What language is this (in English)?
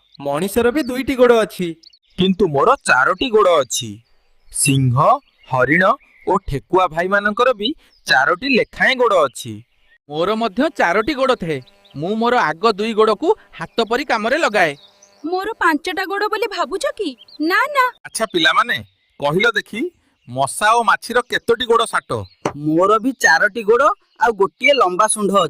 Odia